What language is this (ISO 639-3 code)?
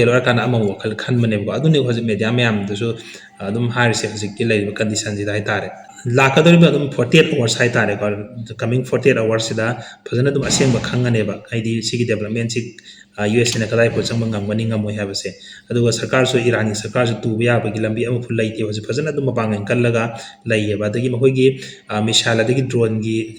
mni